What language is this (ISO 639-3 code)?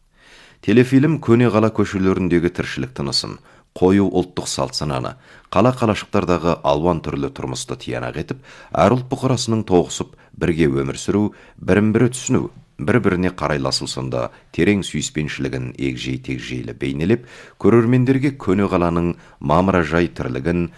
kaz